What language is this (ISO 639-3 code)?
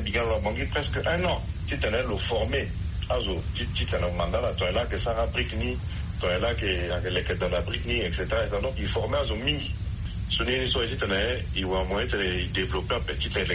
sag